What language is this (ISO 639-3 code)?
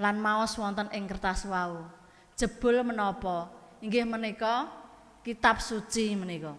jav